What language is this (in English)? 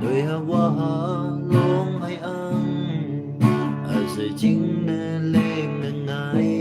Naga Pidgin